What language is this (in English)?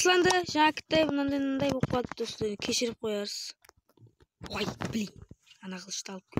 Kara-Kalpak